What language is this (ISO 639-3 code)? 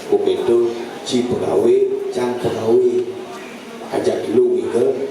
ban